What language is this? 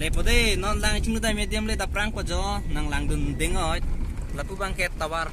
Karbi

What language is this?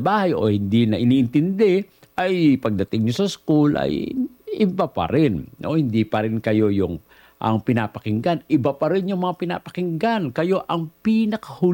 Filipino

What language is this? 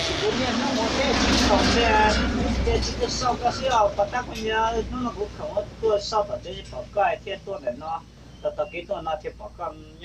Hmong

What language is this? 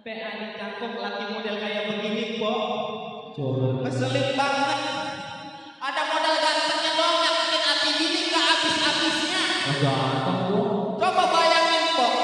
Betawi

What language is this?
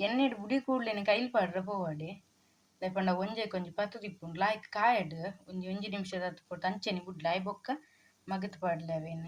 Tulu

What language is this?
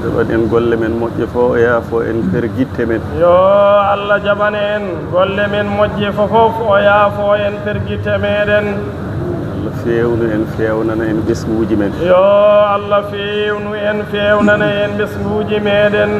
Fula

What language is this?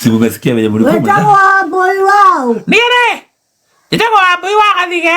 Kikuyu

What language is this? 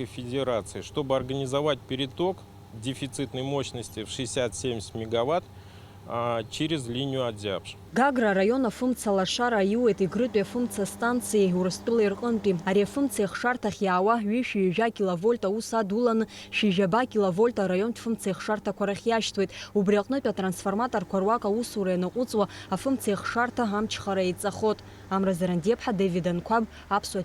Abkhazian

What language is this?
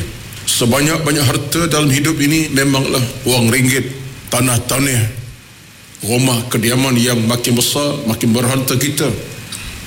Malay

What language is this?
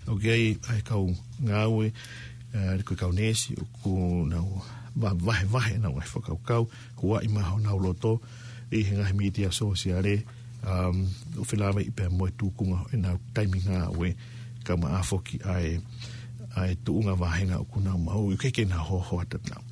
Tongan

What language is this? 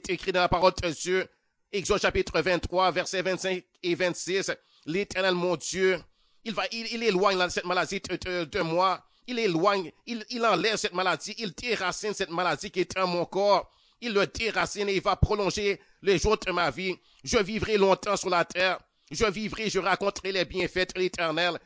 French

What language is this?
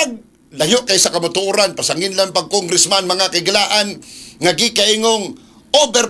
Cebuano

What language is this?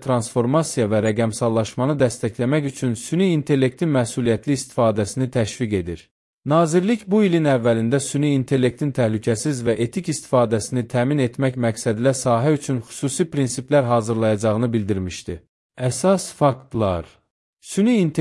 Azerbaijani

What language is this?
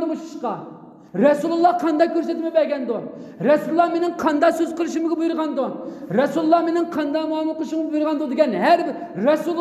Uyghur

